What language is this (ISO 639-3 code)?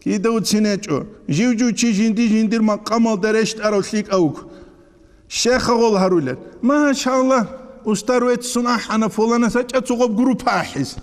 ava